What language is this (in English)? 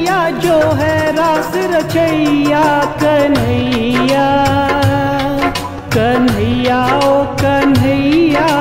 Hindi